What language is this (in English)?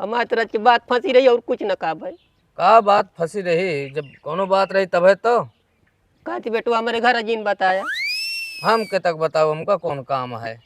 Awadhi